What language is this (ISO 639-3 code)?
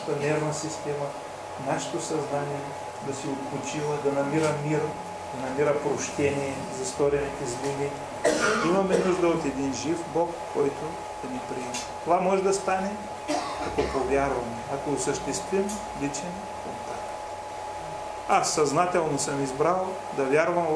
bul